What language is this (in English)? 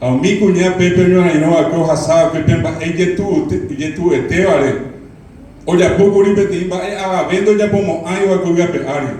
Guarani